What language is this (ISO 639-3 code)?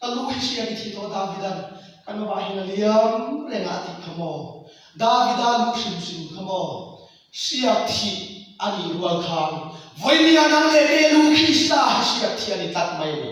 lus